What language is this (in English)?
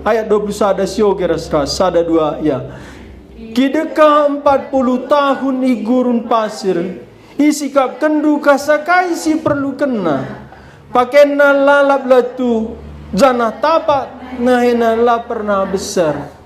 Batak Karo